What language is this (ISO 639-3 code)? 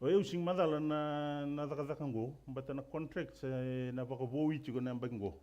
fij